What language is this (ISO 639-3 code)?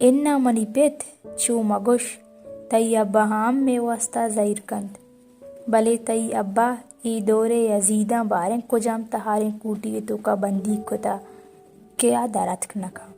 bal